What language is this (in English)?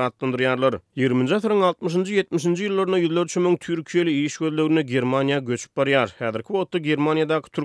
Turkmen